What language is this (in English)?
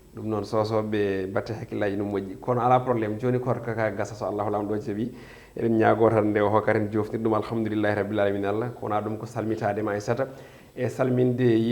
Fula